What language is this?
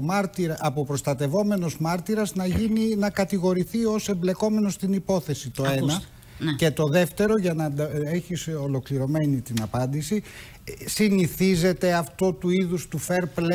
Greek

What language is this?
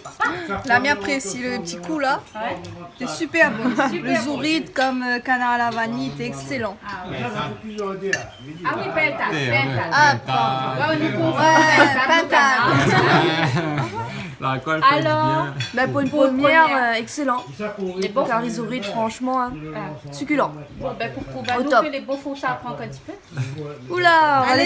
Réunion Creole French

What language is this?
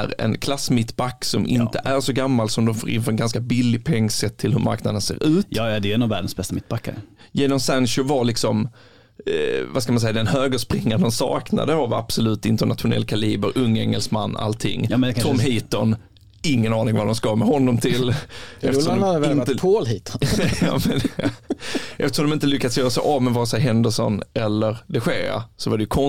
Swedish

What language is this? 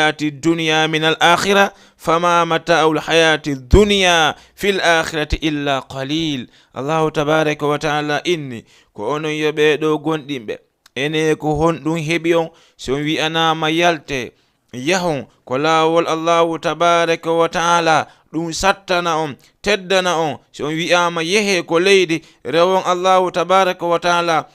Fula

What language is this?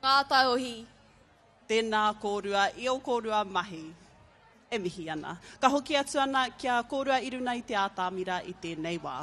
Māori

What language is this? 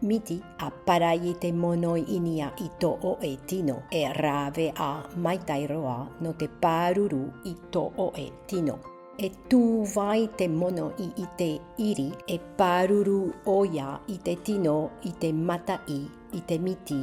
Tahitian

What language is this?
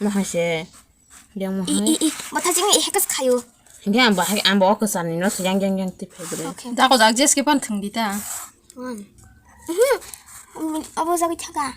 Kok Borok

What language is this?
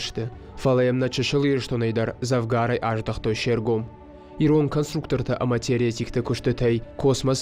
Ossetic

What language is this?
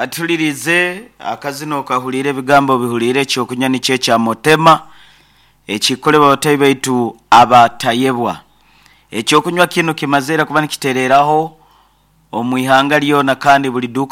Nyankole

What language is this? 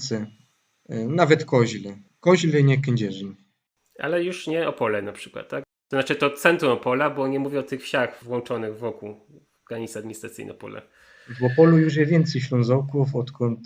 Silesian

